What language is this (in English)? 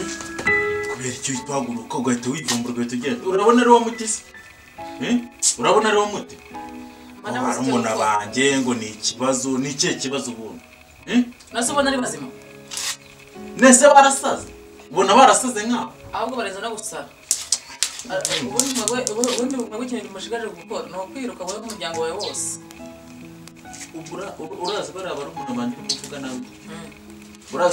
Kinyarwanda